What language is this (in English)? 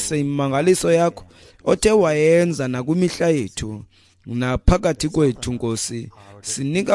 Xhosa